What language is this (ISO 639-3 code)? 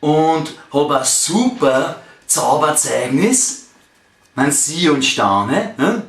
bar